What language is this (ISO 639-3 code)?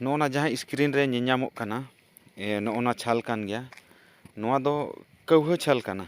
sat